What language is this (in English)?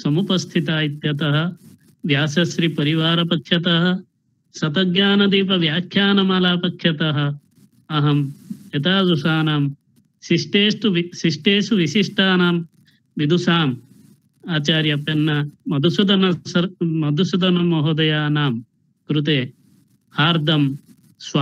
Sanskrit